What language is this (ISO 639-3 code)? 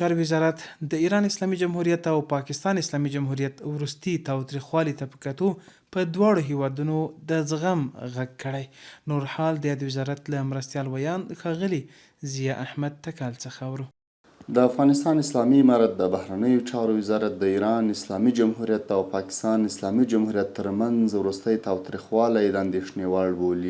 pus